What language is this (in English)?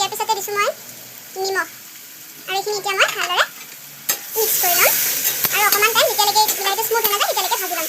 Assamese